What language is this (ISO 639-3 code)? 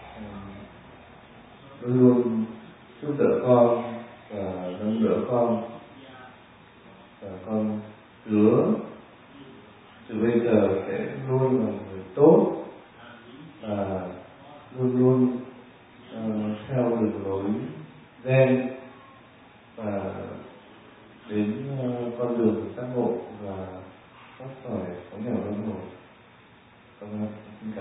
vie